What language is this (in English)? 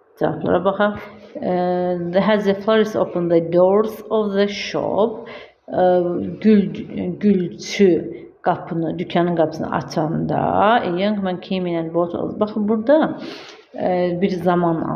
Azerbaijani